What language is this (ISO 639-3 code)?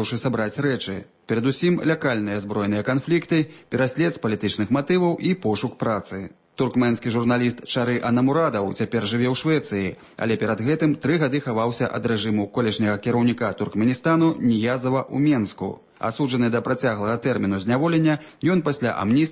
bel